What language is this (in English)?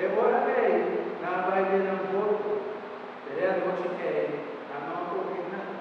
Papiamento